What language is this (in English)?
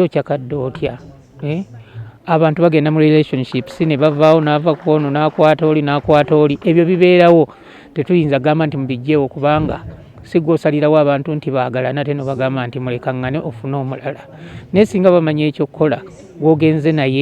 Ganda